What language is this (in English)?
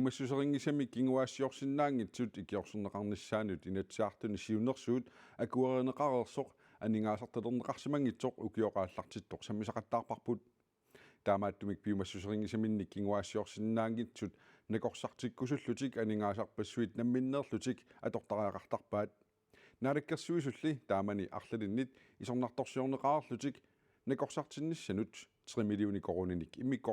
Kalaallisut